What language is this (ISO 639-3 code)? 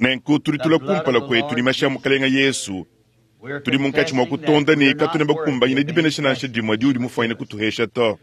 lua